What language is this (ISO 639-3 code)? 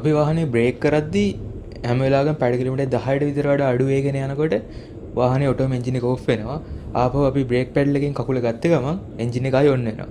sin